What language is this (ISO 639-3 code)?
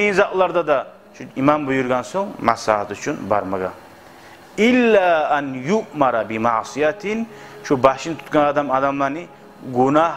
kum